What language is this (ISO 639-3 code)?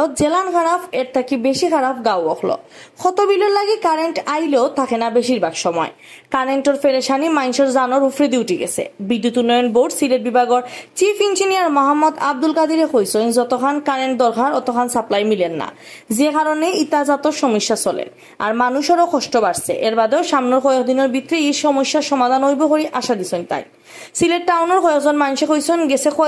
syl